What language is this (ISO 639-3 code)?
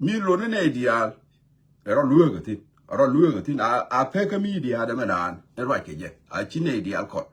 nus